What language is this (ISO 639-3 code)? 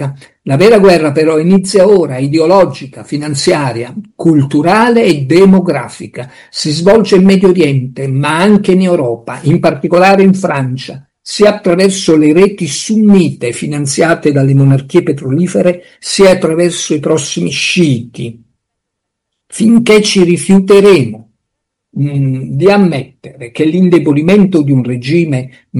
ita